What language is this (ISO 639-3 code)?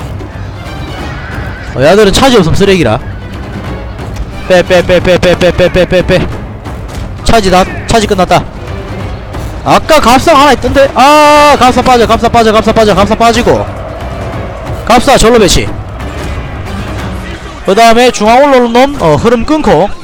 kor